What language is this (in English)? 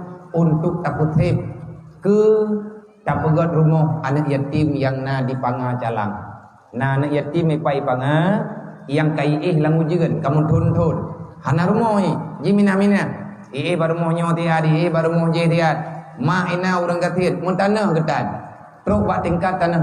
Achinese